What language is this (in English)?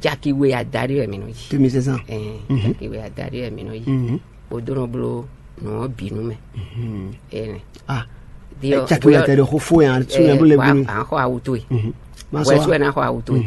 Fon